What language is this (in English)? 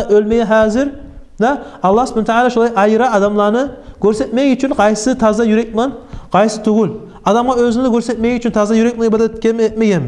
Kumyk